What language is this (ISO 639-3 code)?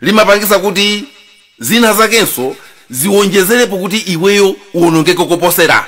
nya